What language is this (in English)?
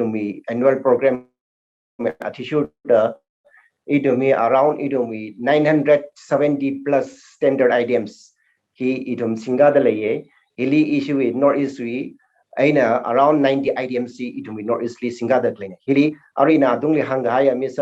Tangkhul Naga (India)